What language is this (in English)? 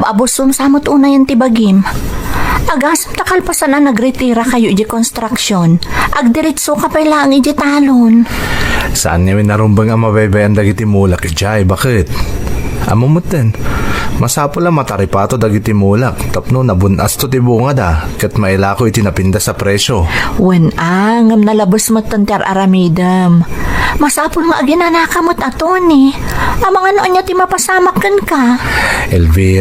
Iloko